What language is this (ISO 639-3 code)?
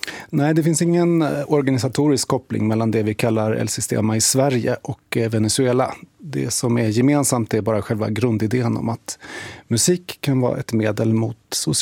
swe